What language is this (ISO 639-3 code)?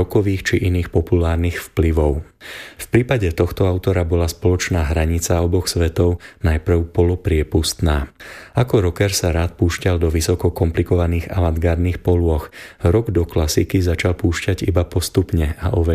slk